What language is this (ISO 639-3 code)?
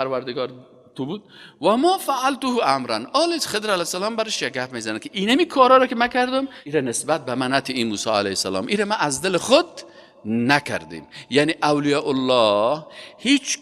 fas